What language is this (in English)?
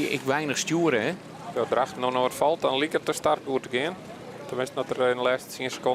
Western Frisian